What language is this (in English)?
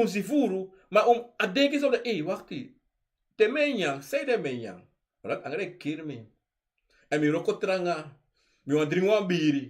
Sranan Tongo